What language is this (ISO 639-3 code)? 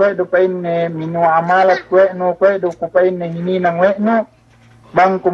yka